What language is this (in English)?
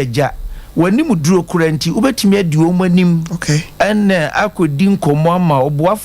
Akan